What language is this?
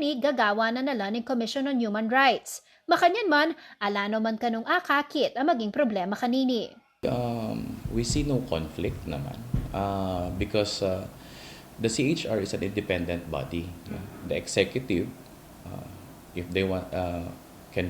Pampanga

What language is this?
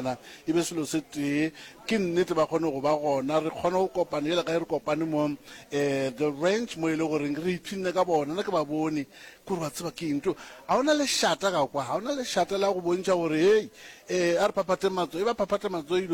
Northern Sotho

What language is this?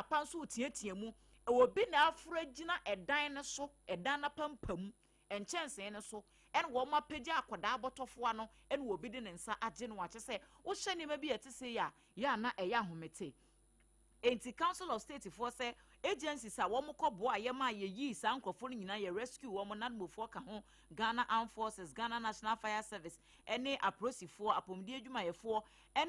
Akan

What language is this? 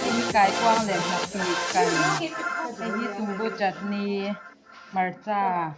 Mizo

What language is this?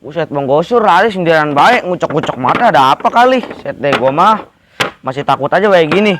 Betawi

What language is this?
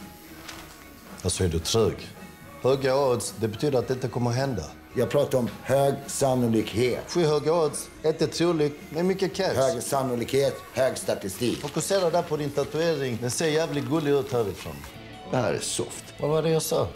Swedish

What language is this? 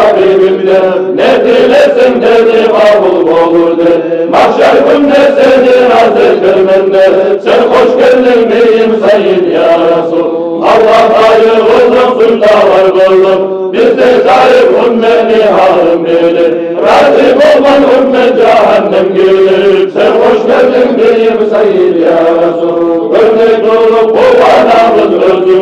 Kumyk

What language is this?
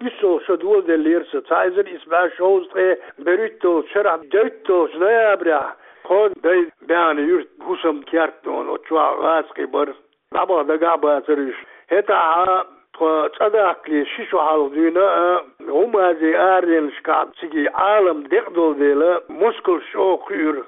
Chechen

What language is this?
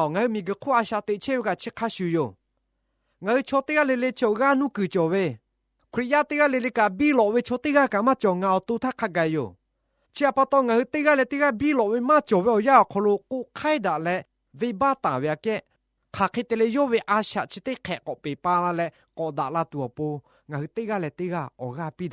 Lahu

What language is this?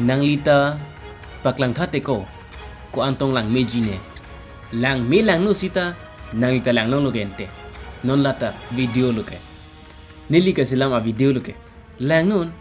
Karbi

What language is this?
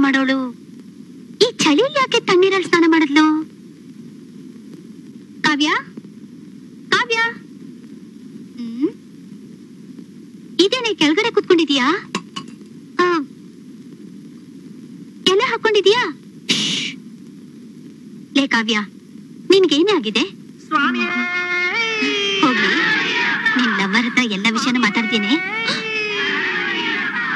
Kannada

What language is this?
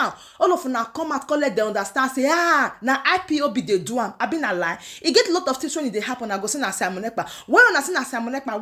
Nigerian Pidgin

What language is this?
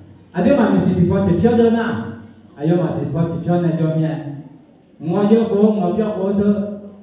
Akha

